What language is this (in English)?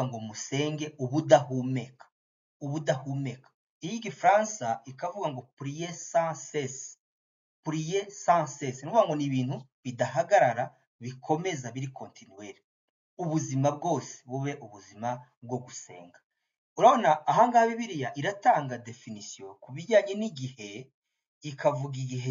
Kinyarwanda